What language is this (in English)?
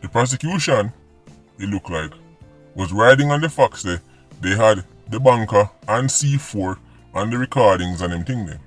Jamaican Creole English